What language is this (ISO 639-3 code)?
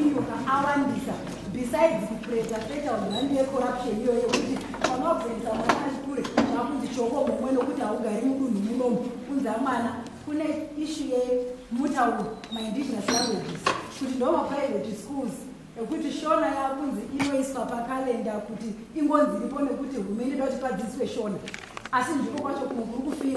sna